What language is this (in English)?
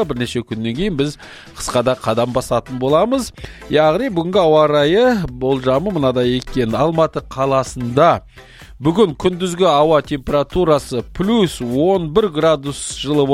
Kazakh